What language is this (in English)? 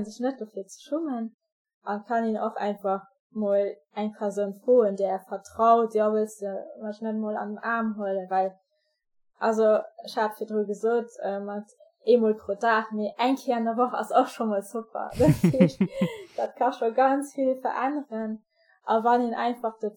Luxembourgish